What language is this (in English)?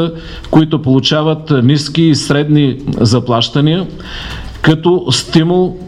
Bulgarian